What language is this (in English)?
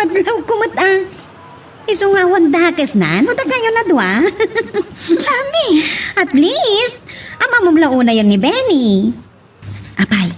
Iloko